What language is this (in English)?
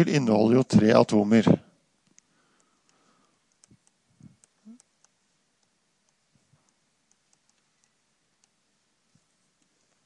Norwegian